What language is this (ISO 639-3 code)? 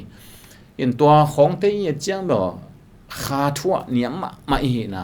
ctd